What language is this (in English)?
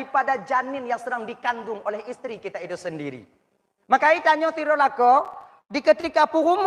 Achinese